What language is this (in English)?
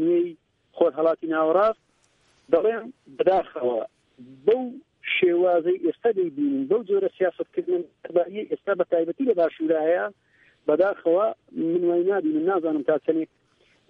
Central Kurdish